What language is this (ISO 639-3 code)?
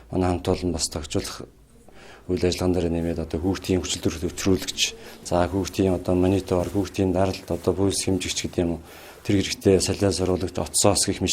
mon